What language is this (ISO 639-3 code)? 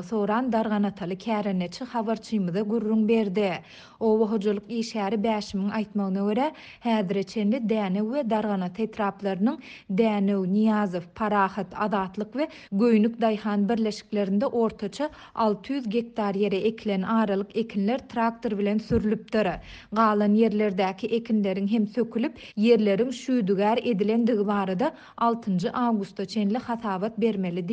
tuk